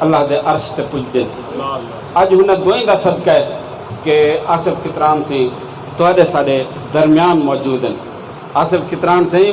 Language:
Saraiki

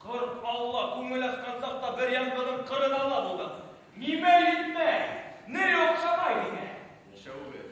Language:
Bashkir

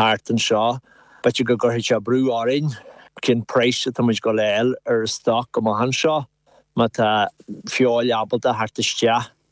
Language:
Irish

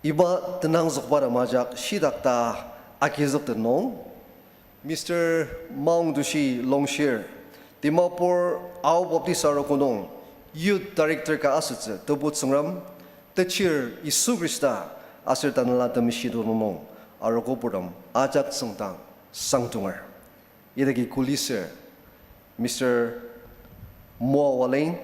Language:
Ao Naga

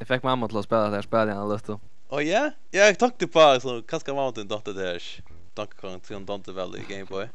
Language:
Faroese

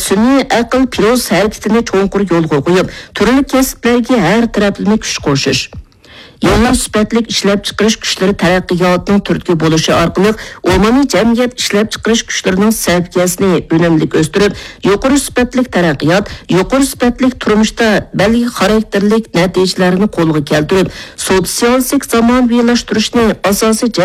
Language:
Uyghur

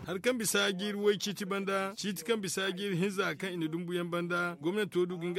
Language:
Zarma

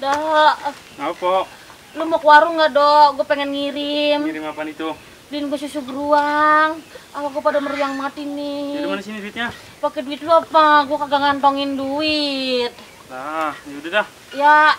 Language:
Betawi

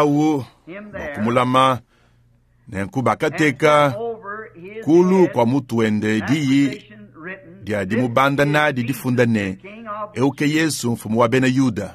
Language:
Luba-Lulua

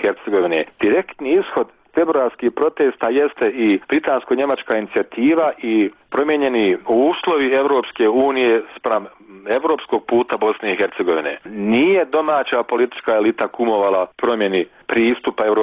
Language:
Bosnian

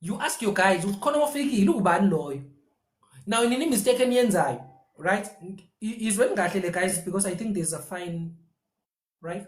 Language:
Zulu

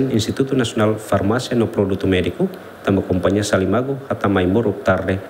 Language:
Tetum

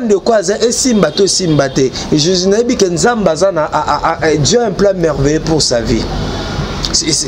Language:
Lingala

